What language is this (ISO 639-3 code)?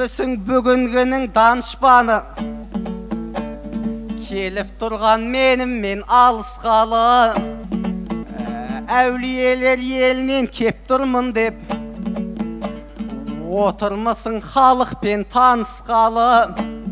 kaz